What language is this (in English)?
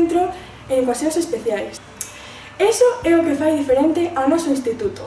Galician